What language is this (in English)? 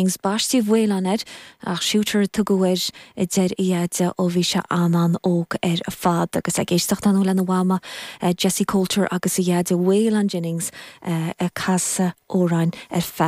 Irish